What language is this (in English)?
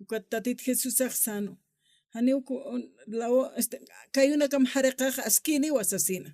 Aymara